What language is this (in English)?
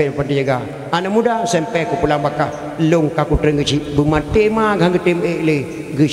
Achinese